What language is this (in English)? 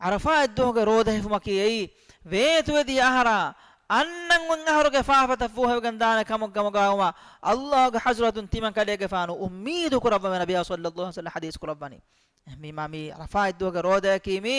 Divehi